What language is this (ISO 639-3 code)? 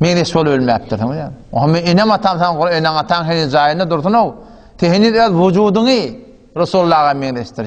tuk